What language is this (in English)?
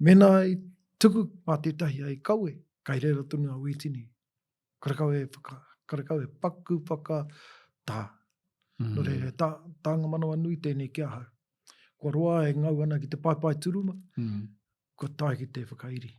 Māori